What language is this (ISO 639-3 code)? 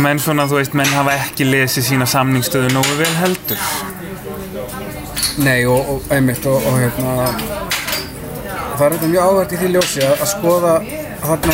isl